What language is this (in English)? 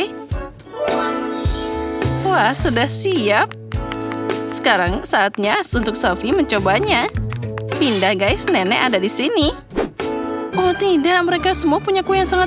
Indonesian